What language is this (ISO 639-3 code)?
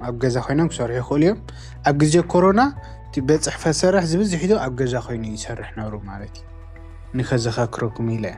tir